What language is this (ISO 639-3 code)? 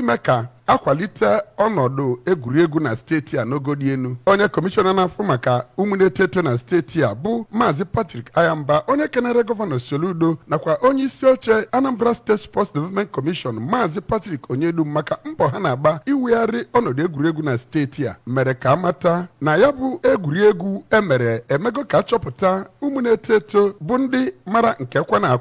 ibo